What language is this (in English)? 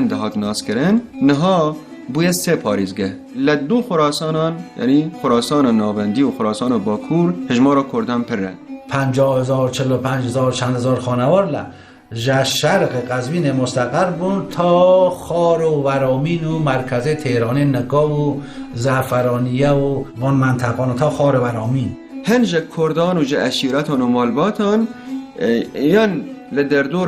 Kurdish